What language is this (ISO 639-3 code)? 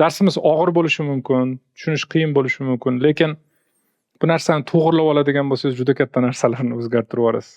uzb